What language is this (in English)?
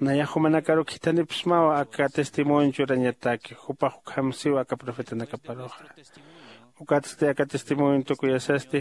Aymara